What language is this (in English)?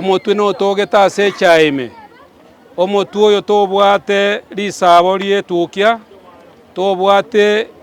Gusii